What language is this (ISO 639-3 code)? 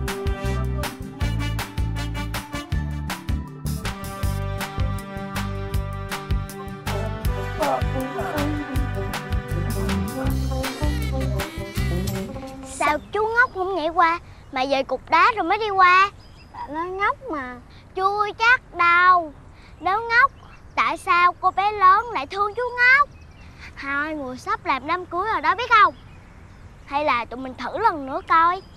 vie